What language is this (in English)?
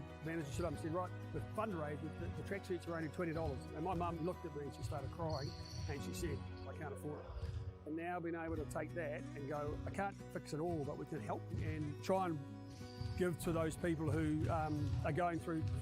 Māori